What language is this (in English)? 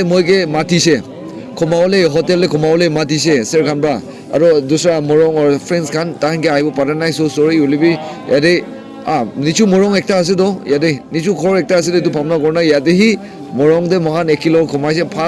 Naga Pidgin